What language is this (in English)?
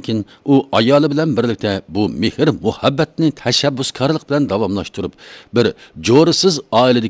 Uyghur